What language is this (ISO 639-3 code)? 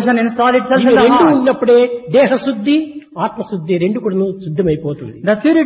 tel